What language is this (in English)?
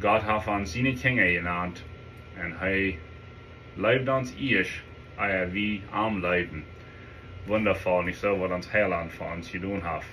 Plautdietsch